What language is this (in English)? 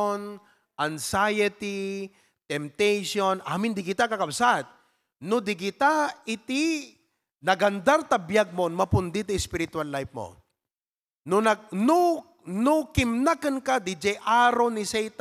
Iloko